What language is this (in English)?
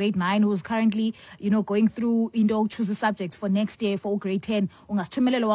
Xhosa